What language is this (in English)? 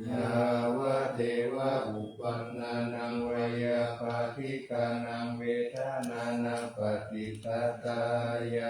Pali